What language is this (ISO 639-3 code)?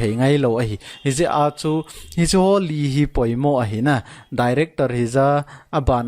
tcz